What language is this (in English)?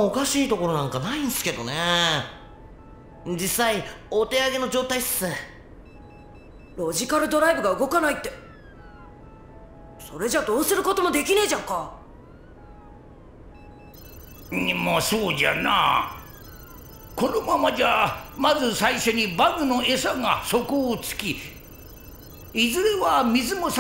Japanese